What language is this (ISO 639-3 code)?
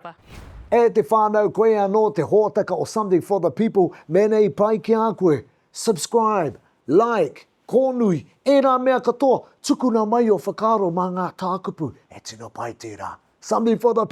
mri